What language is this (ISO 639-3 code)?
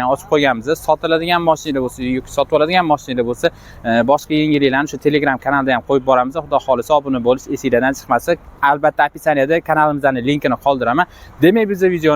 uzb